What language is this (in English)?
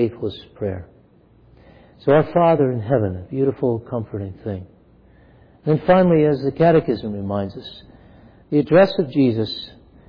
English